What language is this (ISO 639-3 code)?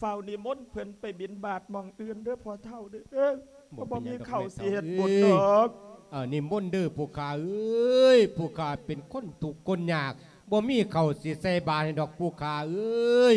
lao